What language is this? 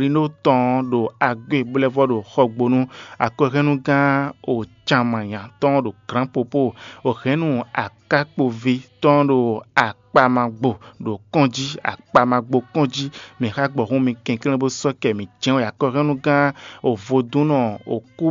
Fon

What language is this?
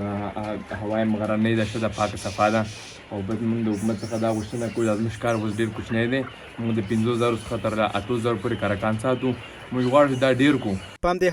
Pashto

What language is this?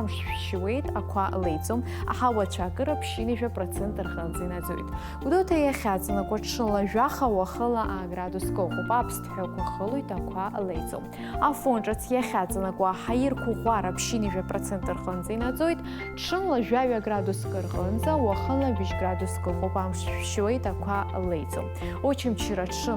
Abkhazian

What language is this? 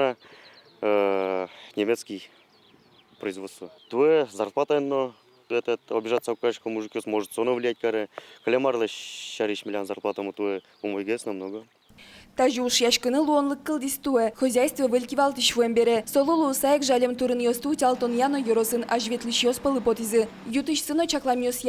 Udmurt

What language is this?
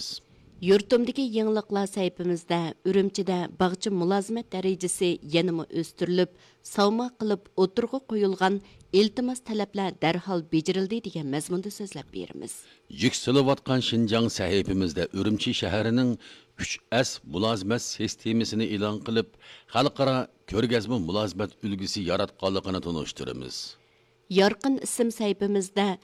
Uyghur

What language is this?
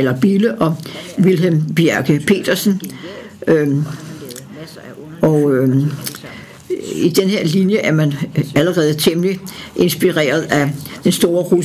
Danish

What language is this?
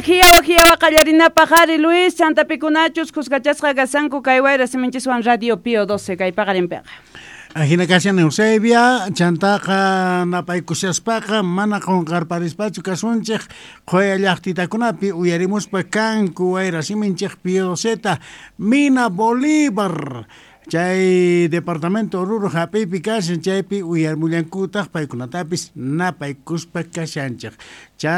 South Bolivian Quechua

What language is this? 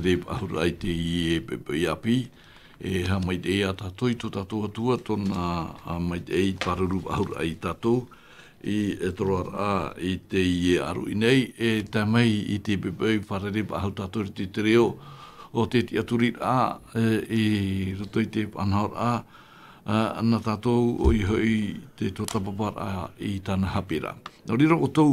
Tahitian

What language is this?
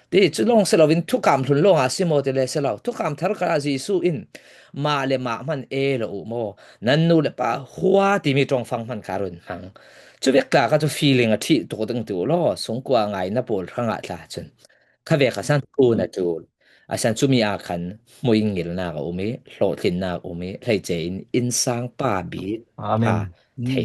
Falam Chin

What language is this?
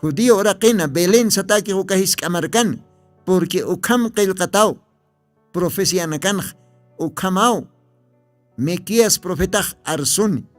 Aymara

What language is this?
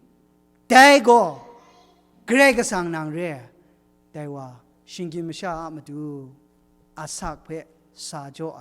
Kachin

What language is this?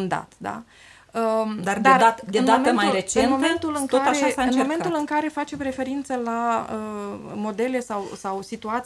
Romanian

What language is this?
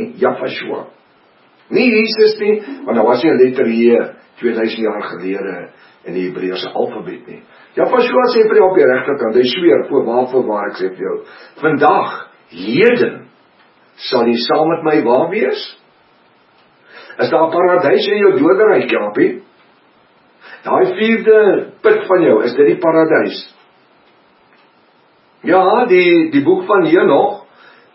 Afrikaans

